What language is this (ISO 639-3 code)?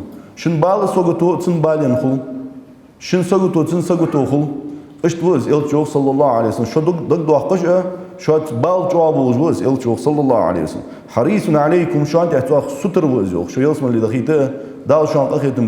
inh